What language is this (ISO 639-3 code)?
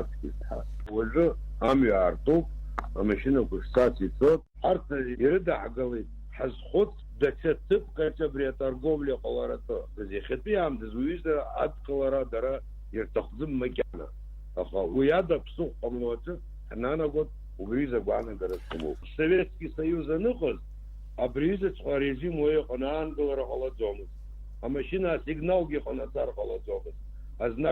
abk